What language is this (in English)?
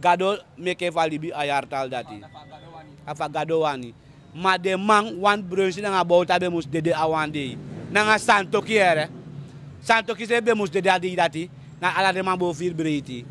Sranan Tongo